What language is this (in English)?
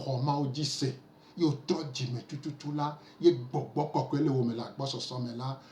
Gen